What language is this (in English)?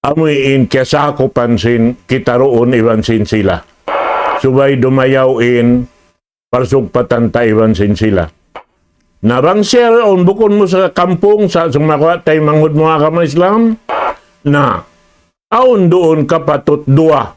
Tausug